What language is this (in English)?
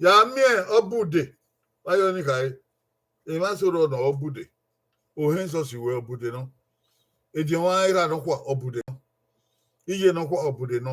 Bini